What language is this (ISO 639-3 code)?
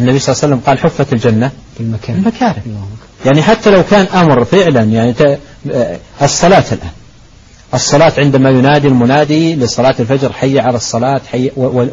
ara